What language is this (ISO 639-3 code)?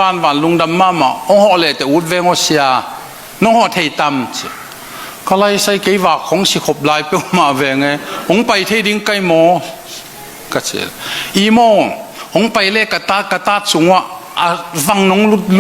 ctd